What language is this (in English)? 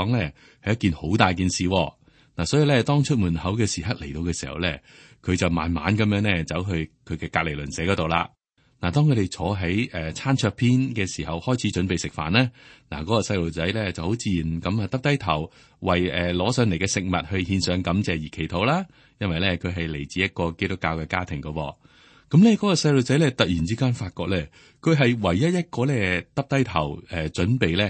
Cantonese